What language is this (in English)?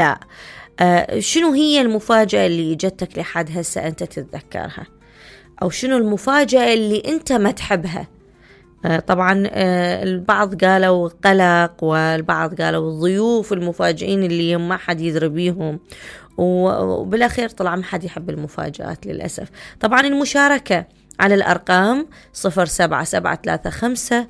Mesopotamian Arabic